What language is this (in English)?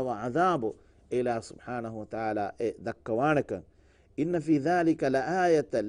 Divehi